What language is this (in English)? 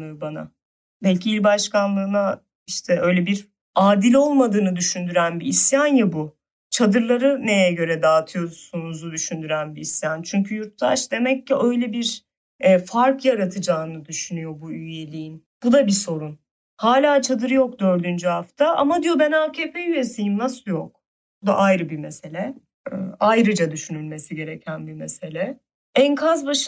Turkish